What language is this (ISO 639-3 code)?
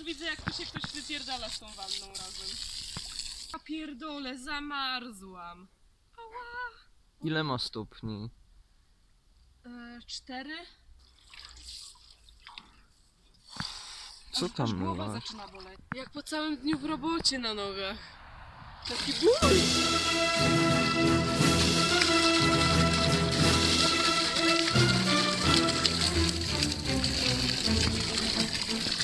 pol